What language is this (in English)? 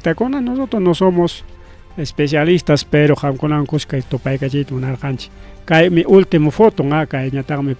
Ayacucho Quechua